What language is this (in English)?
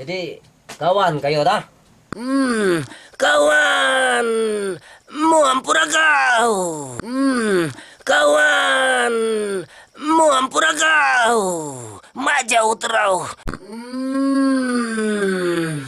Minangkabau